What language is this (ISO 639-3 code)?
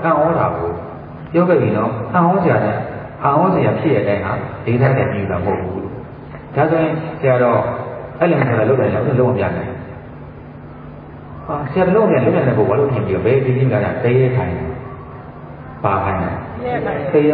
mya